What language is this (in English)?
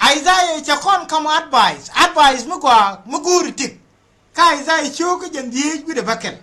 Nuer